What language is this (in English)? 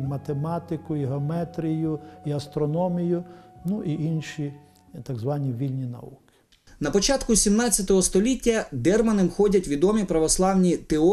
Ukrainian